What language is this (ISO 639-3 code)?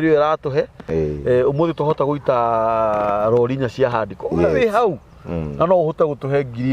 kik